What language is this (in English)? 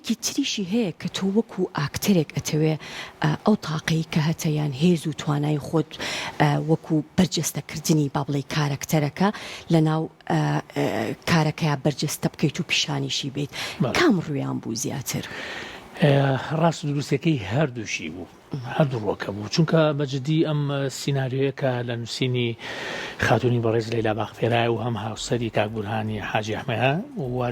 Central Kurdish